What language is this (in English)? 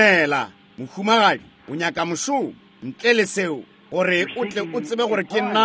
Northern Sotho